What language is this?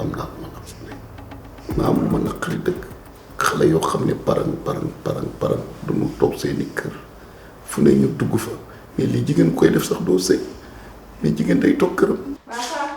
Wolof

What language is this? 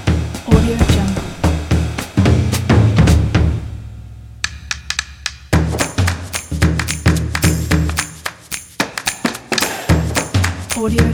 Malay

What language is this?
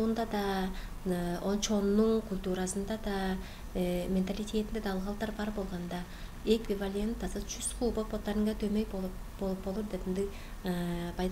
Tuvinian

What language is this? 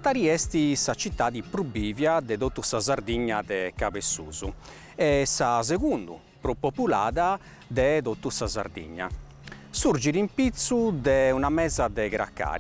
Sardinian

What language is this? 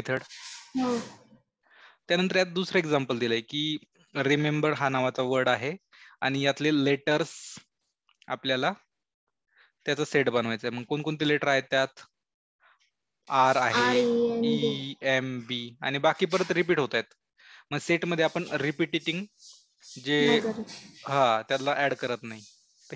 Marathi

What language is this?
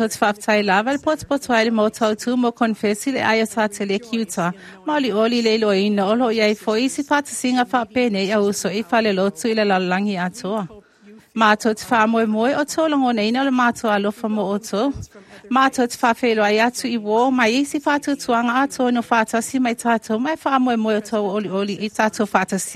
Samoan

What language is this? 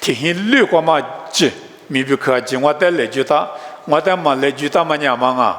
Lisu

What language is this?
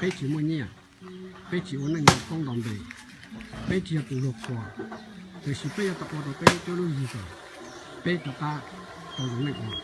Hmong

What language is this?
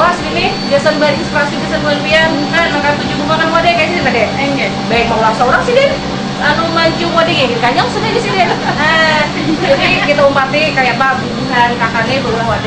Banjar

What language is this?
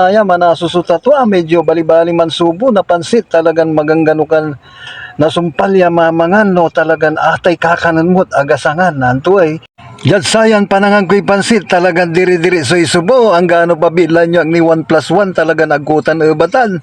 Pangasinan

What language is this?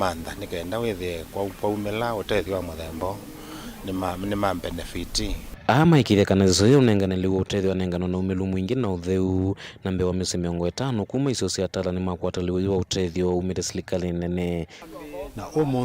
Kamba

